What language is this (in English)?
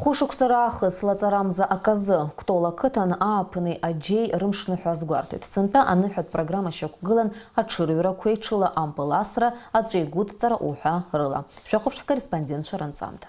Abkhazian